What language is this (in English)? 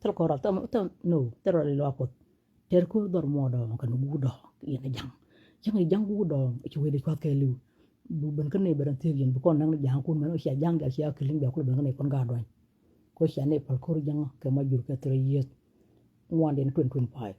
Nuer